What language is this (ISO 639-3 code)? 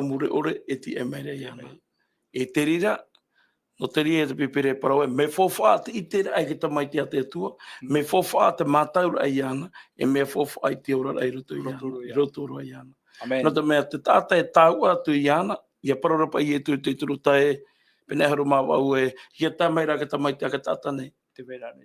tah